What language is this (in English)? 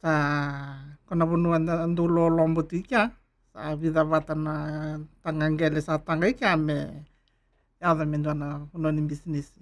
Fijian